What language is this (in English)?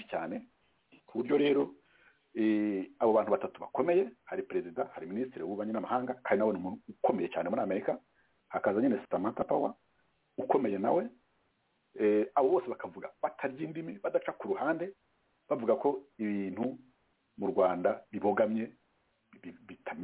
Kinyarwanda